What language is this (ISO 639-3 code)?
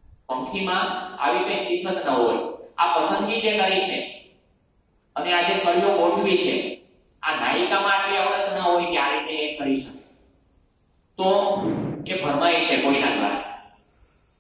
guj